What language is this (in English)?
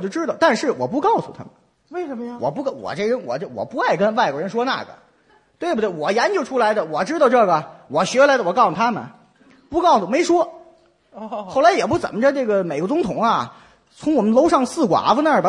Chinese